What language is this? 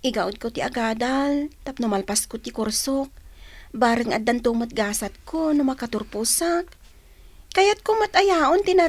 Iloko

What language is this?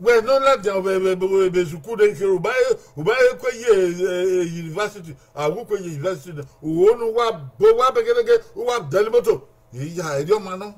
Bini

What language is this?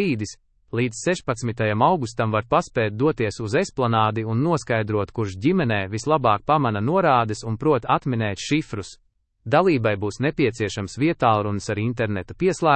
Latvian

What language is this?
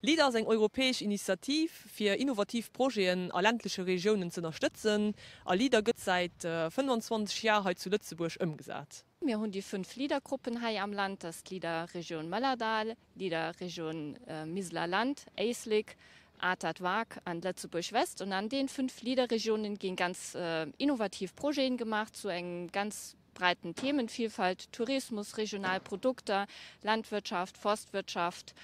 Luxembourgish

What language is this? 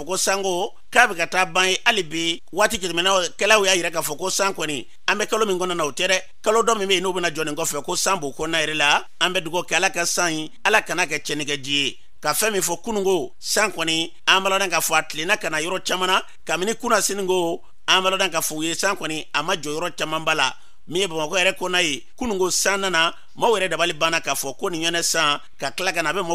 Bambara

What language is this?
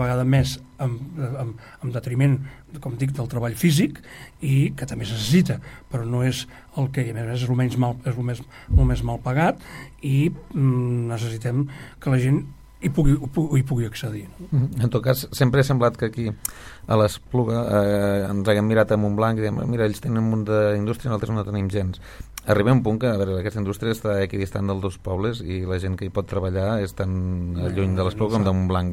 Catalan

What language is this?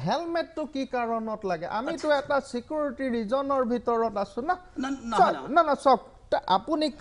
Assamese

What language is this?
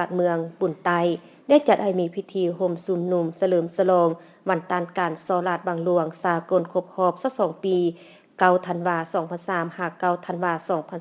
Lao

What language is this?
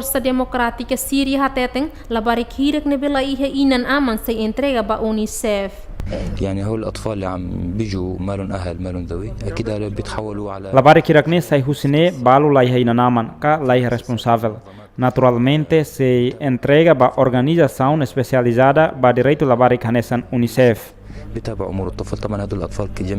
Tetum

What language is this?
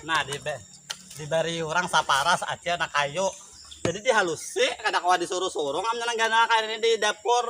Banjar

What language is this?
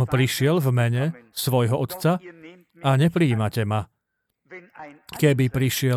Slovak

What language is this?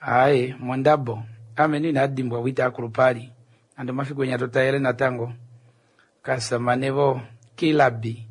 Kuanyama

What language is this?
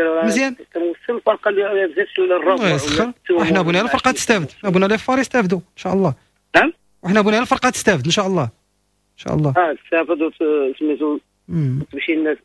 Moroccan Arabic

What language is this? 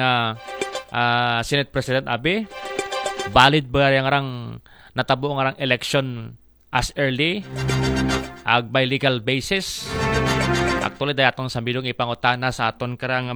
Aklanon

